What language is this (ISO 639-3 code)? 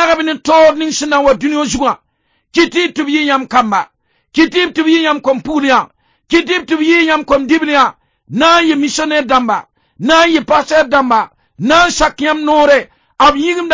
mos